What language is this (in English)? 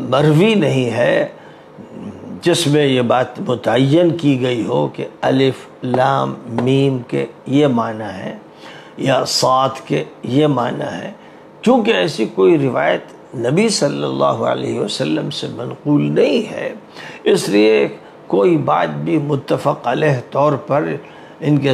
Urdu